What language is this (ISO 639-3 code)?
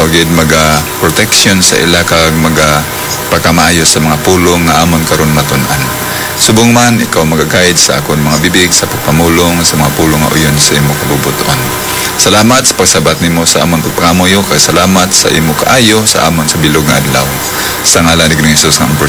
hil